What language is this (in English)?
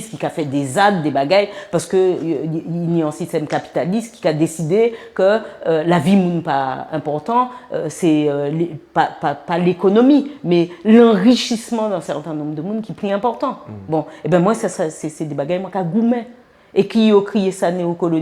Guadeloupean Creole French